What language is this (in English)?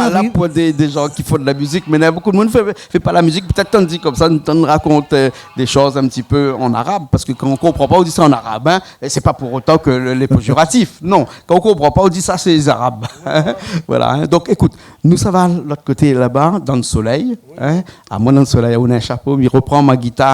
Réunion Creole French